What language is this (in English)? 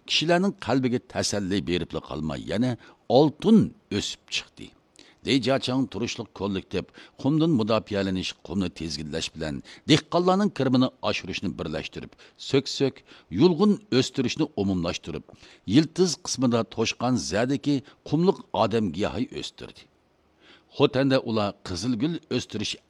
Uyghur